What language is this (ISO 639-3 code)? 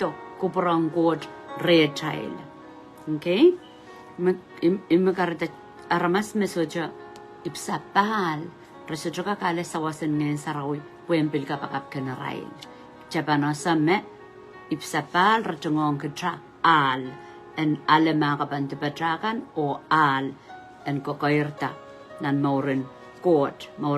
pon